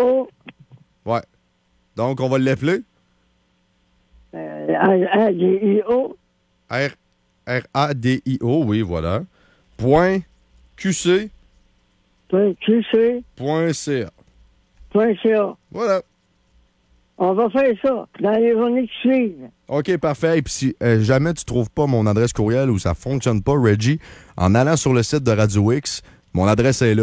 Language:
French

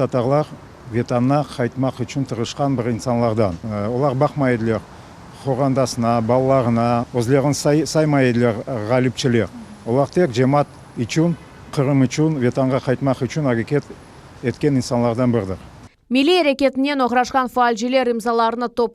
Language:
Crimean Tatar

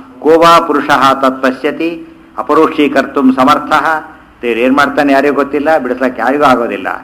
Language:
Kannada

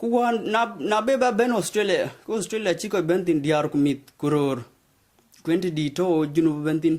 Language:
Dinka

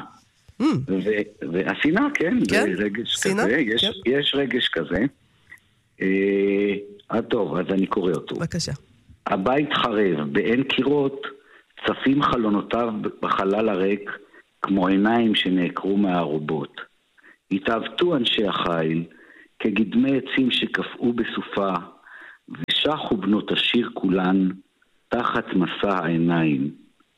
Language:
Hebrew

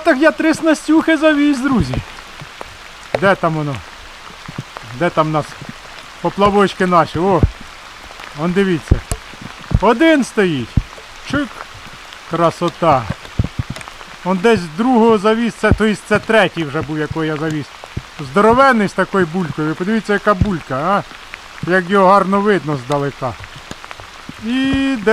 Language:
Ukrainian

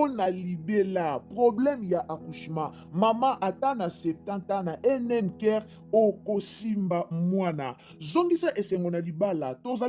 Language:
Lingala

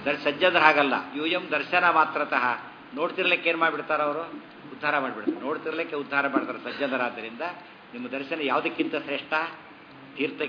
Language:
Kannada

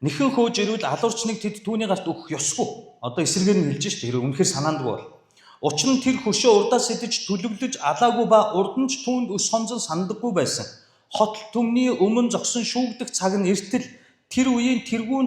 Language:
Mongolian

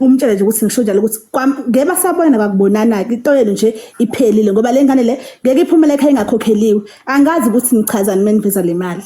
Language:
Zulu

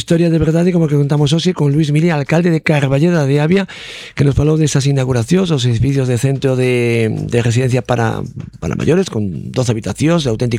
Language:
Galician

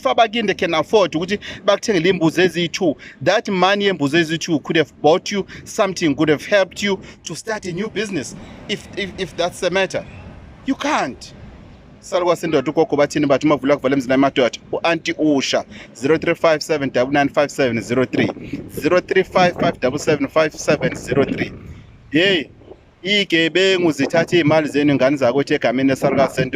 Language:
Zulu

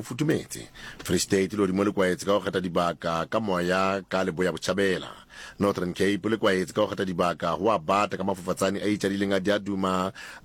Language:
Southern Sotho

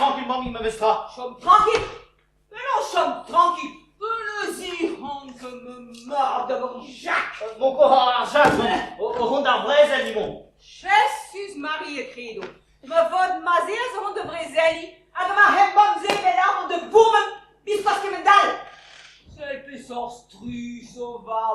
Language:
Breton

